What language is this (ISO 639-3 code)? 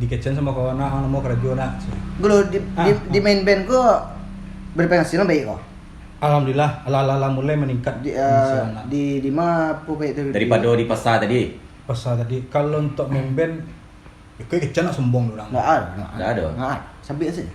min